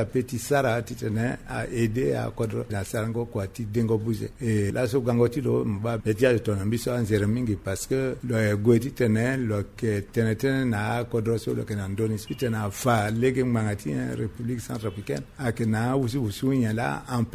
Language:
Sango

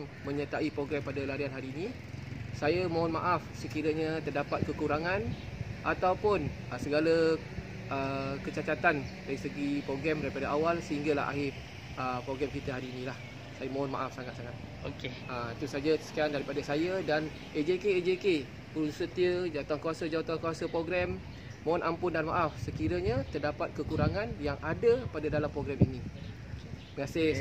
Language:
Malay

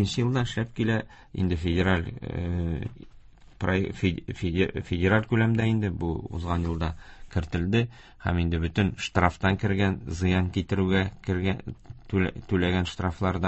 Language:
Tatar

